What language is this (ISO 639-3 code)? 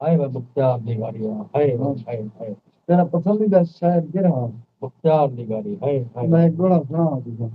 skr